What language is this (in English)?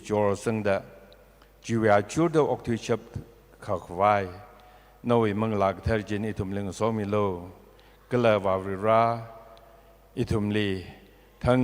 Tangkhul Naga (India)